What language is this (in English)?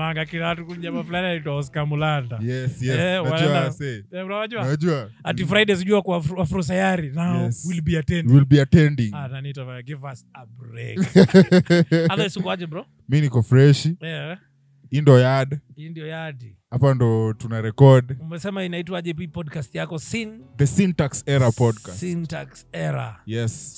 Swahili